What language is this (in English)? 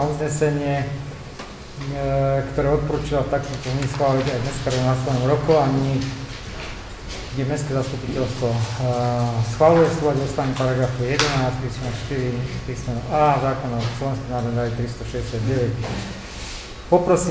Slovak